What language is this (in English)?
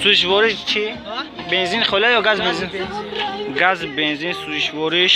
Tajik